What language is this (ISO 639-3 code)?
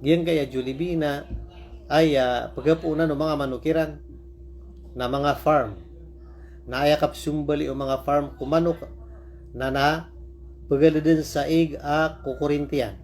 mrw